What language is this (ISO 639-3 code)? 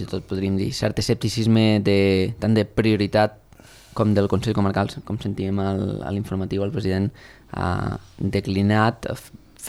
cat